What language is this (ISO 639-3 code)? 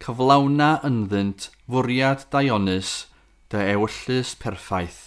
cym